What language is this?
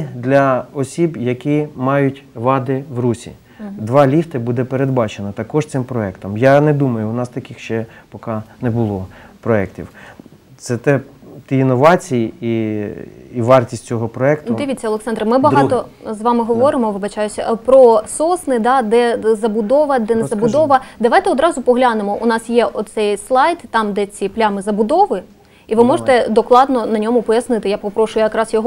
Ukrainian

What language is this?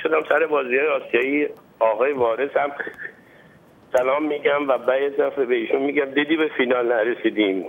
Persian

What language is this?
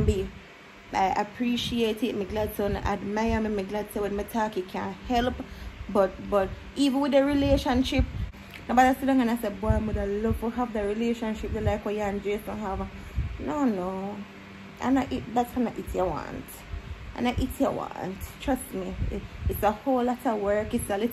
Jamaican Creole English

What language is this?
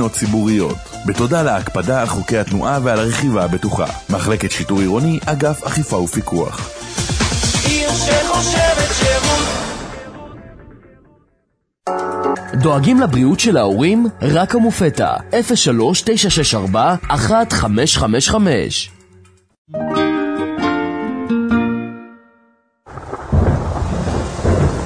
Hebrew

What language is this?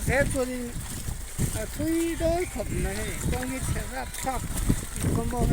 Mizo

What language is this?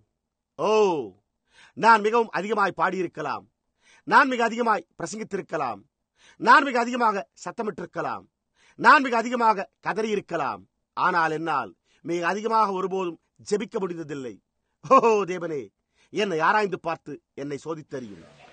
Tamil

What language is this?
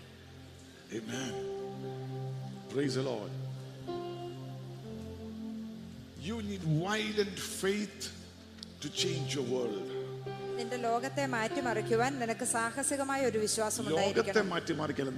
Malayalam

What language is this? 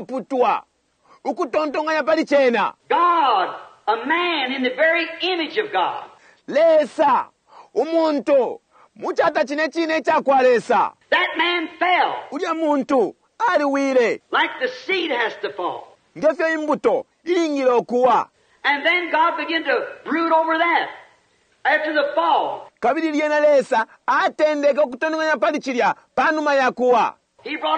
Bemba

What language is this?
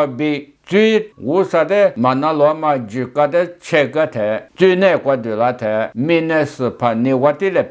Lisu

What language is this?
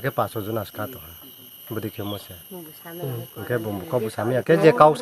Riang (India)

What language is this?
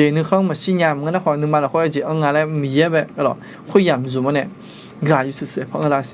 Akha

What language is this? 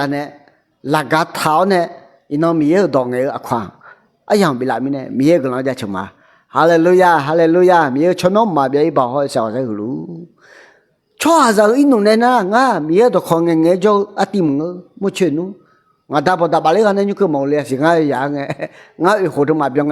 Akha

